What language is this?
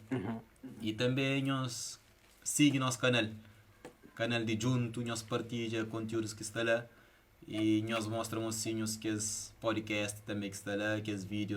Kabuverdianu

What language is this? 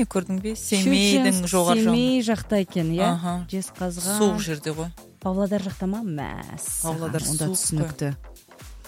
Kazakh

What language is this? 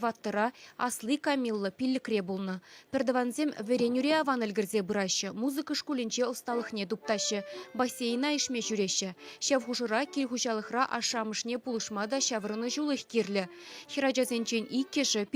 Chuvash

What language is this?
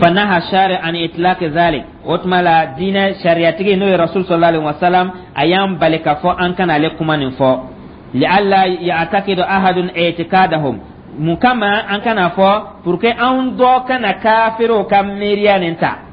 Dyula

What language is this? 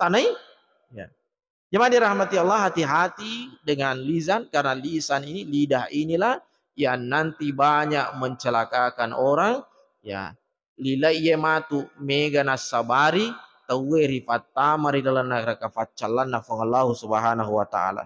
Buginese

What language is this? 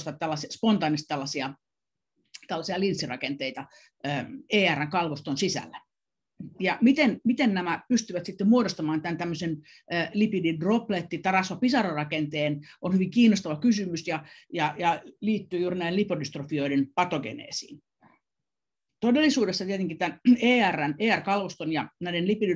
Finnish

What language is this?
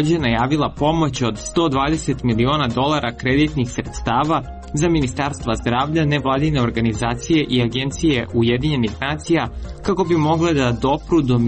Serbian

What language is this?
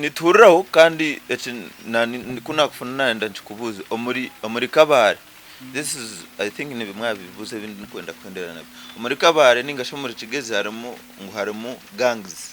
Nyankole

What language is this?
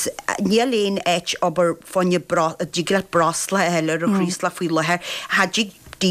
Irish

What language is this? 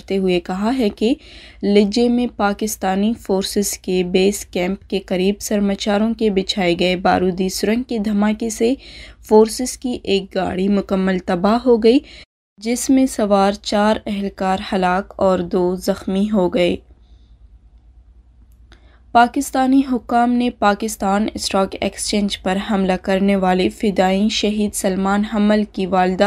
Urdu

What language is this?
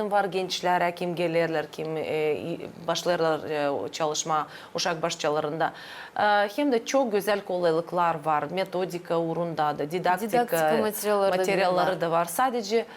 Gagauz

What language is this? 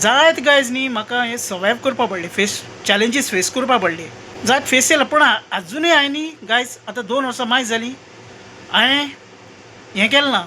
Konkani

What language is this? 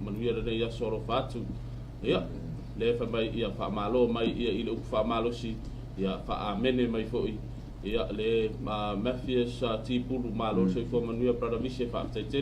Samoan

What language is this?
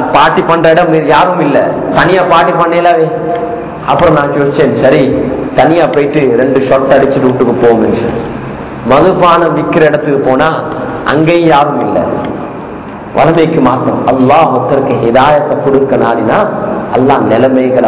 Tamil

